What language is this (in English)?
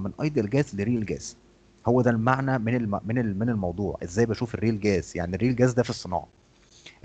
Egyptian Arabic